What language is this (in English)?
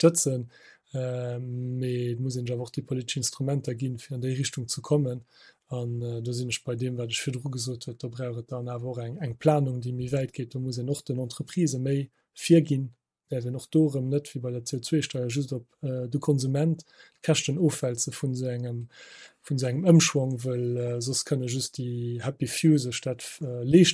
Luxembourgish